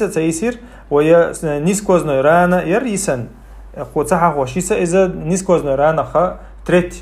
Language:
Chechen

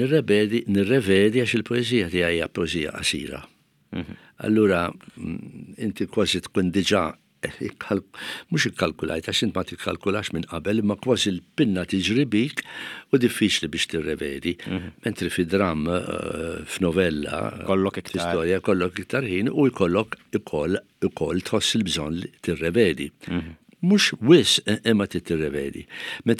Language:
Maltese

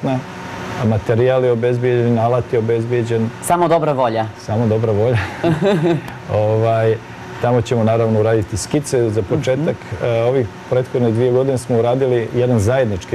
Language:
Serbian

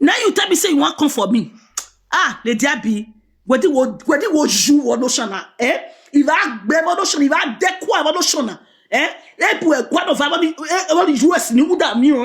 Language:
Nigerian Pidgin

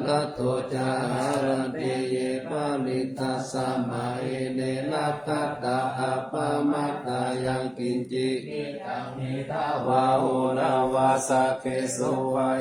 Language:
Pali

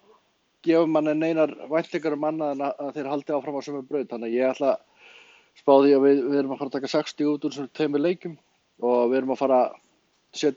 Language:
Icelandic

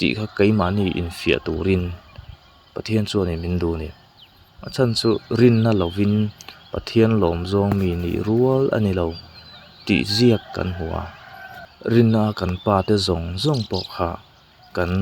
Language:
Mizo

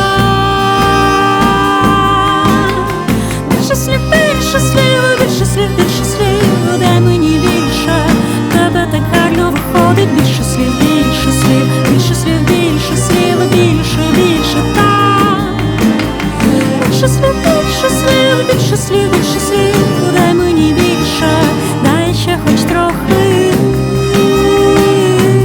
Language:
Ukrainian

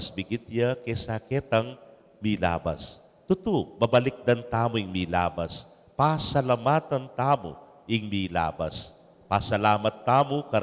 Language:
Pampanga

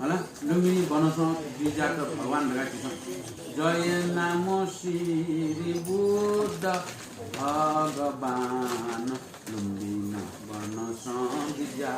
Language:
Newari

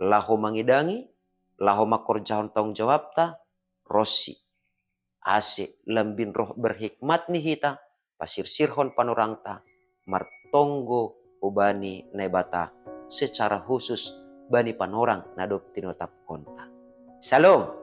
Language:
Batak Simalungun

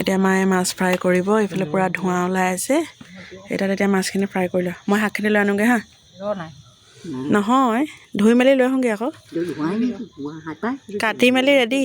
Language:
Assamese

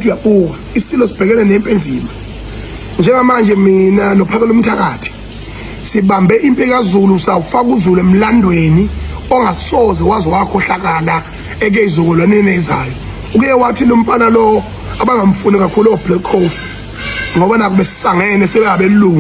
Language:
Zulu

